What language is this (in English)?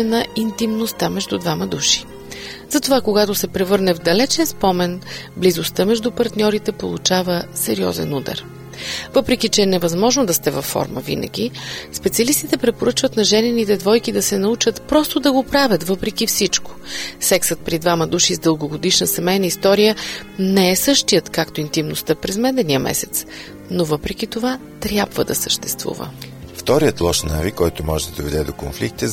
Bulgarian